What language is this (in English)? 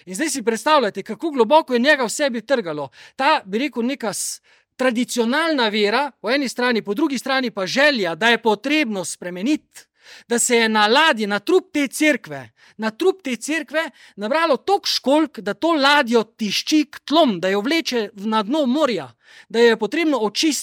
Slovenian